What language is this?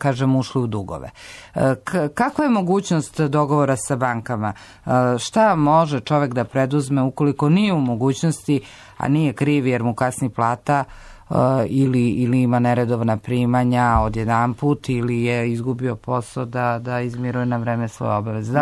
Serbian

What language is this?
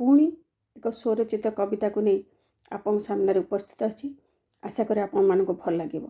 Odia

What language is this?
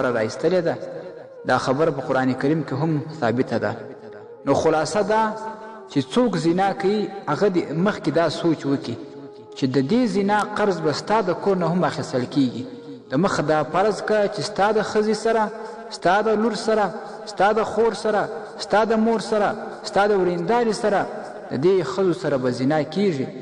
Pashto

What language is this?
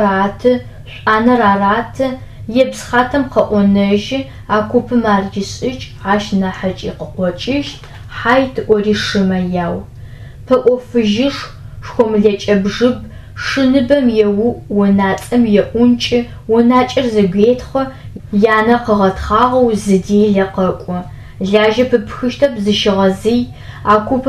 Adyghe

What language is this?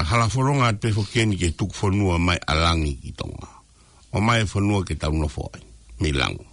Tongan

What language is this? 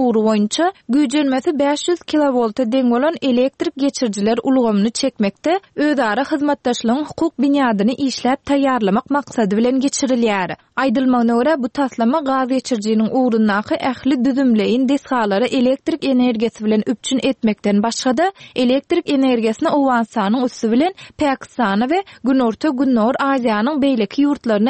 Turkmen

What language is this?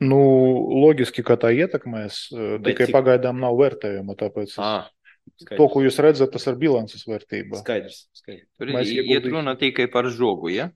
Latvian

